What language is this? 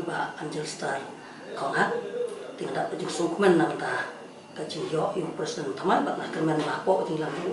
Khasi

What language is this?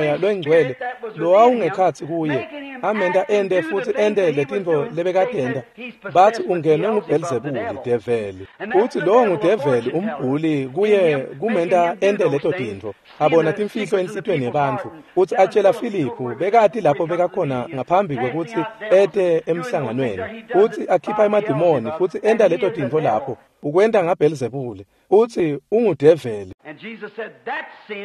Swati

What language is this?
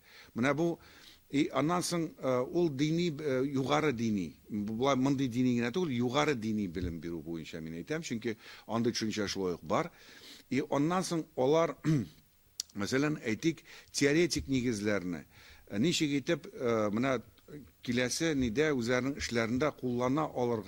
Tatar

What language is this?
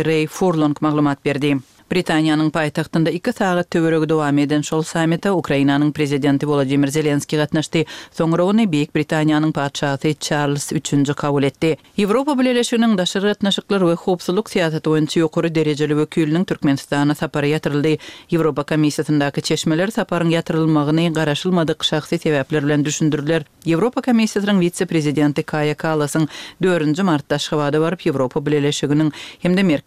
Turkmen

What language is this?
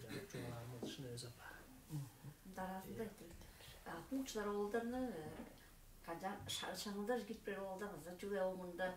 Tuvinian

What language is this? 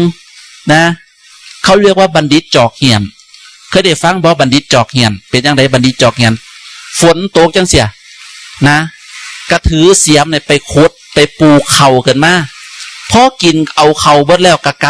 Northeastern Thai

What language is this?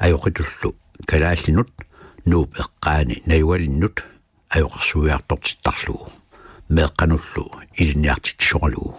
Kalaallisut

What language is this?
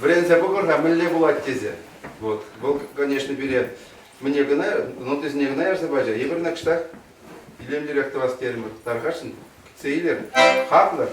Chuvash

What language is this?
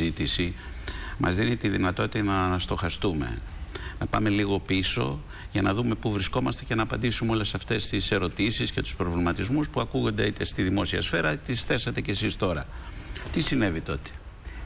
Greek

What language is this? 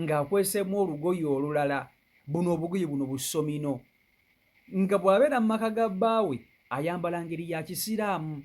Ganda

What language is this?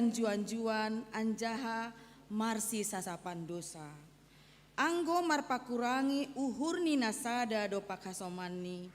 Batak Simalungun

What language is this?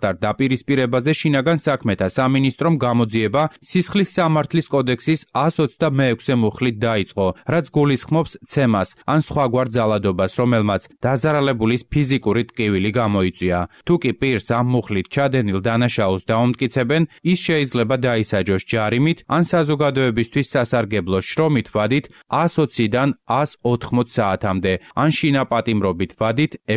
Georgian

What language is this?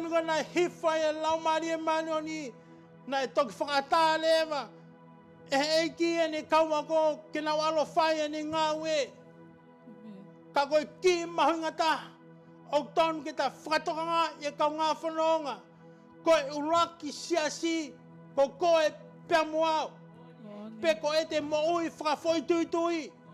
Tongan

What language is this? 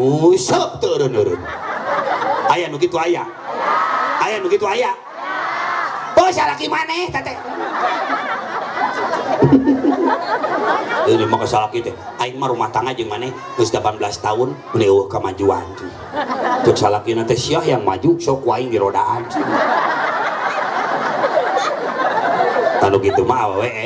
Sundanese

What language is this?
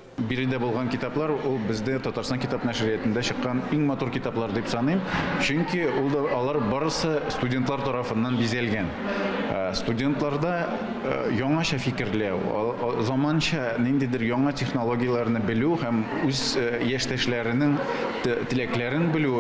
Tatar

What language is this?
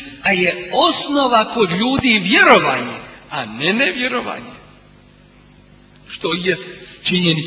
Bosnian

